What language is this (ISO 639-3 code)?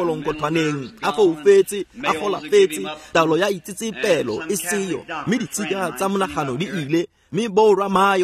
tsn